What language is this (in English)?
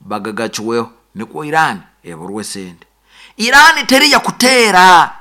Nyankole